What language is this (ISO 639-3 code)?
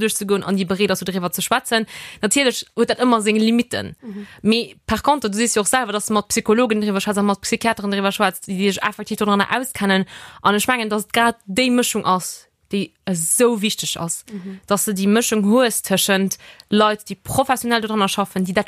ltz